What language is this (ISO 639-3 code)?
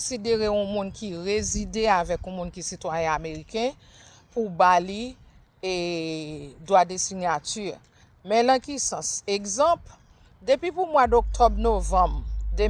hat